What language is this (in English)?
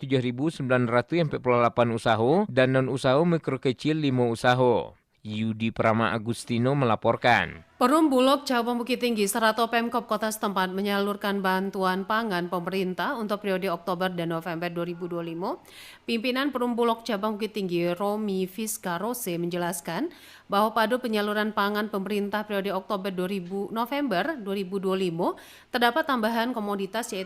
Minangkabau